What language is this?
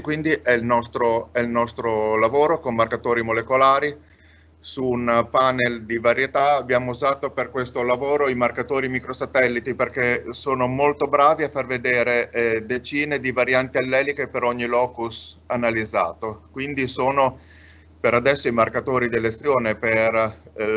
Italian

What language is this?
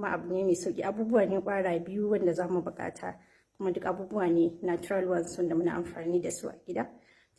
Hausa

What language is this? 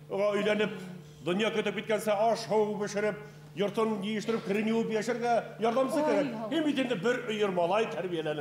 Bashkir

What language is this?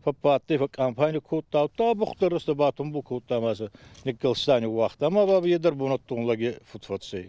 Ossetic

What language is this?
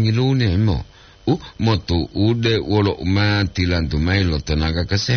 Gorontalo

